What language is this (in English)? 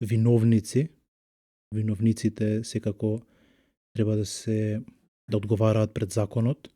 Macedonian